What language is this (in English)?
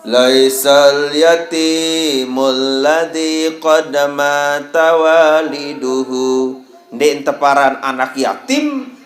Sasak